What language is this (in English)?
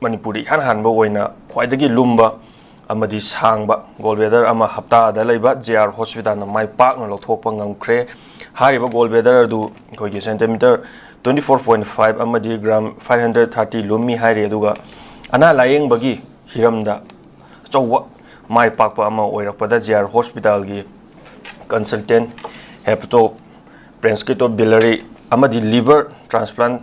Manipuri